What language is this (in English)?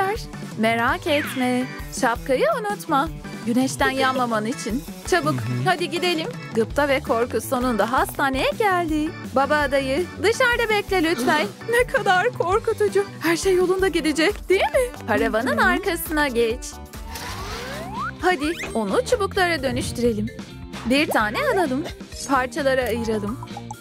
Turkish